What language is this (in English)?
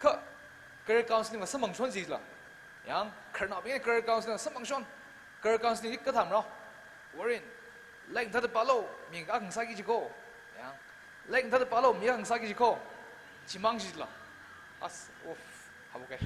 Tangkhul Naga (India)